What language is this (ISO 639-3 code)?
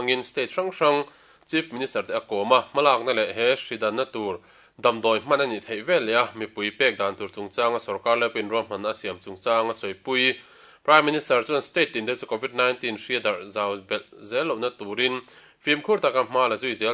lus